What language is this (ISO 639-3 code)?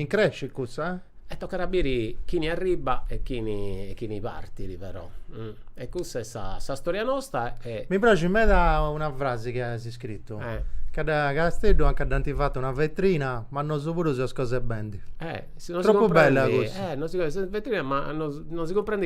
srd